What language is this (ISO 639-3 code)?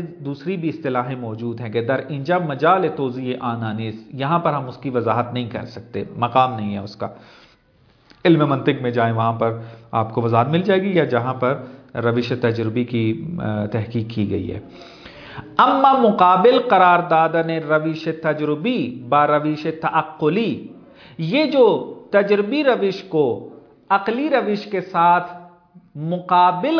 urd